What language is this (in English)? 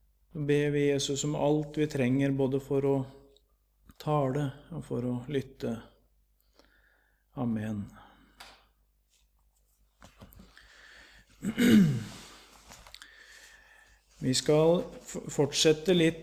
Norwegian